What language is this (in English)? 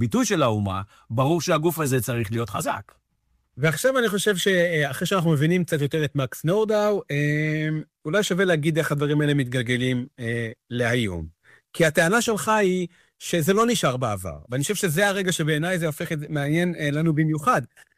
Hebrew